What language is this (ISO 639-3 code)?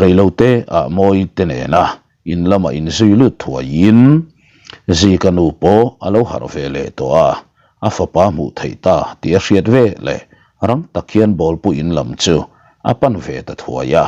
lus